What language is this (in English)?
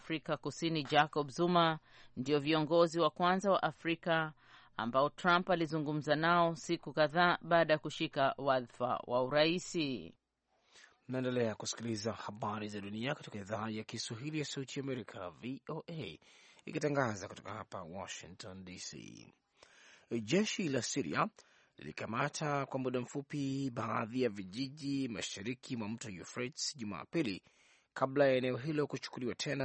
Swahili